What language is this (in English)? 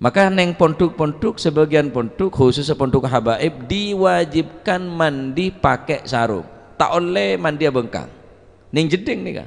Madurese